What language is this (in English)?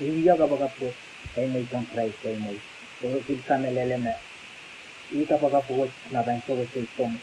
Pohnpeian